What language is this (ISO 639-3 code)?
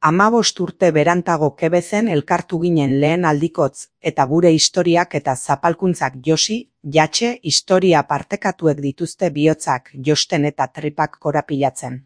eus